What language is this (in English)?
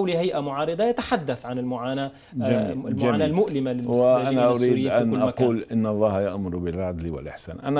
Arabic